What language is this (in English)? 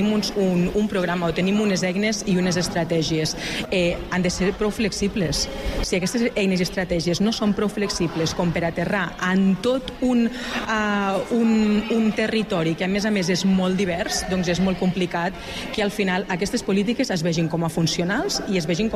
Catalan